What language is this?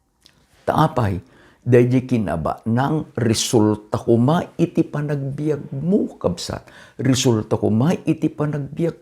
Iloko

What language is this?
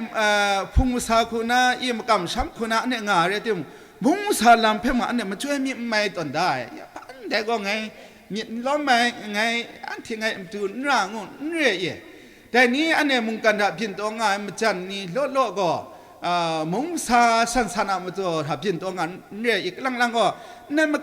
Kachin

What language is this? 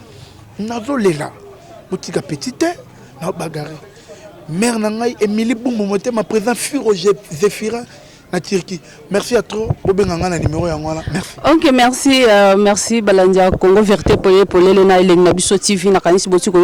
Lingala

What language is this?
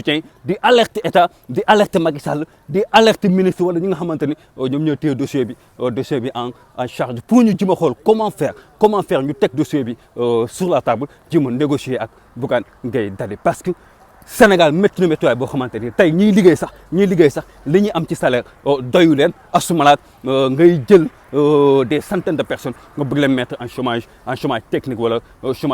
Wolof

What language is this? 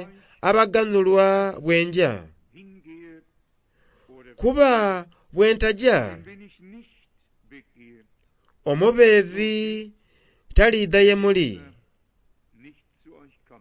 Soga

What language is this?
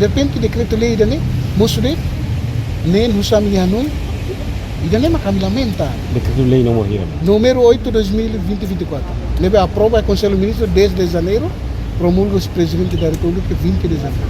Tetum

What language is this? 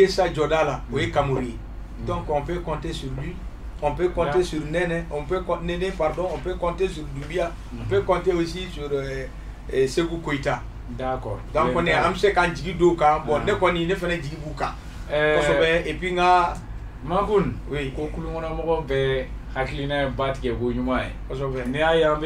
Bambara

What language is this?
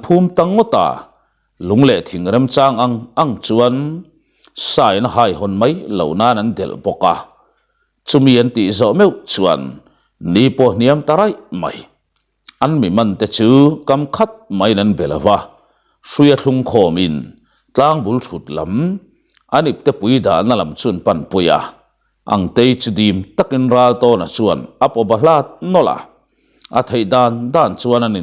Mizo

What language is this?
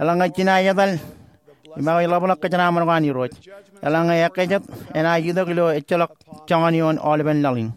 Marshallese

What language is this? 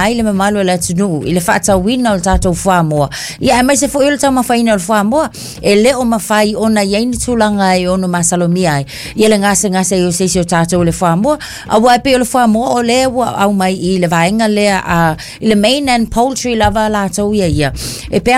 Samoan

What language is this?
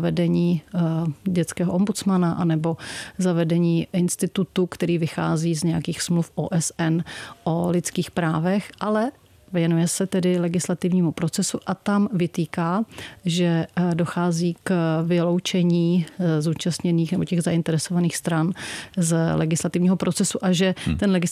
Czech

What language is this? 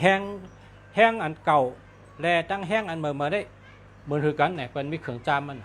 Shan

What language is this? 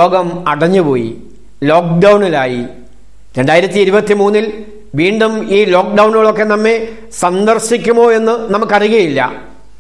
Malayalam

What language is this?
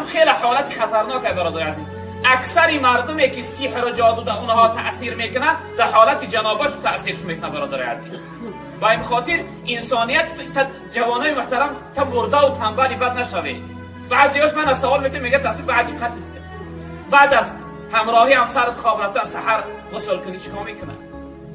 Tajik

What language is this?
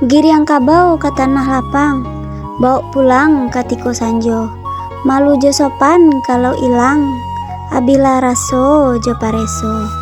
Minangkabau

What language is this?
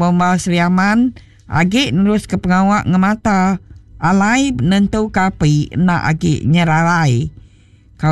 Iban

